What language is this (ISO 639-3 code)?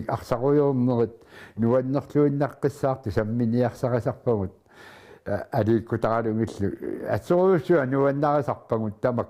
kal